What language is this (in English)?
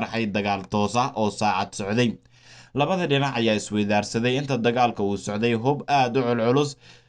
Somali